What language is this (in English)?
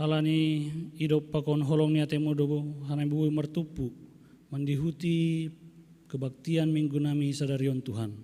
Batak Simalungun